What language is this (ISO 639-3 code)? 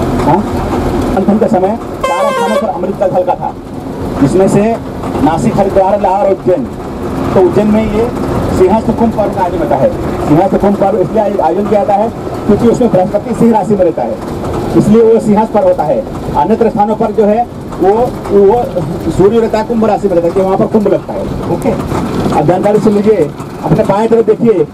hin